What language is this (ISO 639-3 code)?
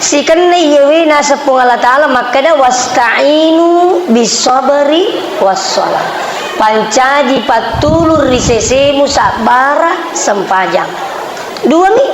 bug